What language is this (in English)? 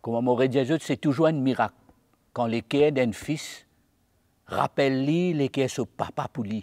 Morisyen